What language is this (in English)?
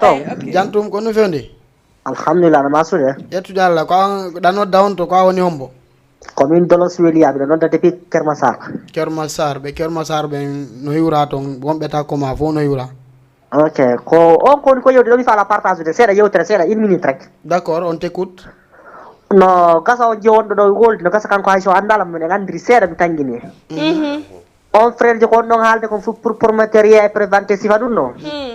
Fula